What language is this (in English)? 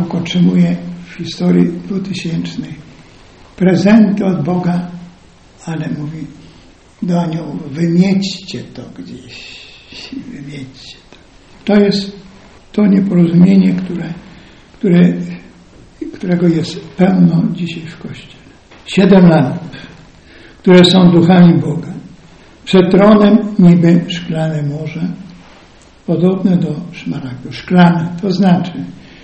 Polish